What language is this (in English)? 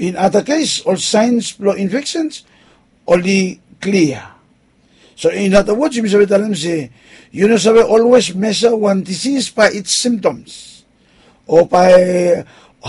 Bislama